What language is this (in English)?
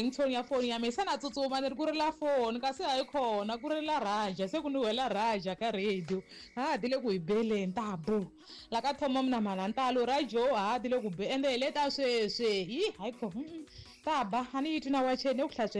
Tsonga